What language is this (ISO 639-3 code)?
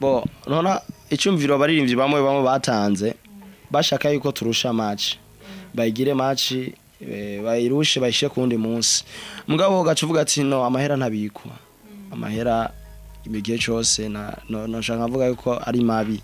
run